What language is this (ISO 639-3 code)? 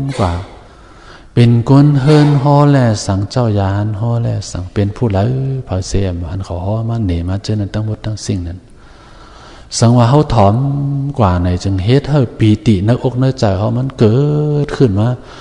shn